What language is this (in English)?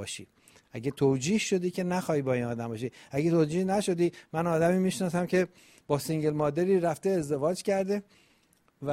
Persian